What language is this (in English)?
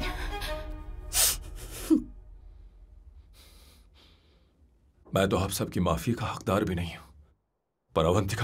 Hindi